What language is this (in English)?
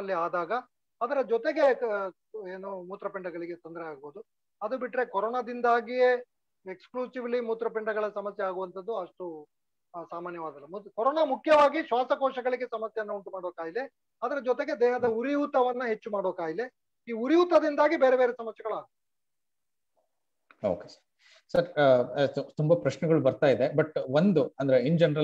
Kannada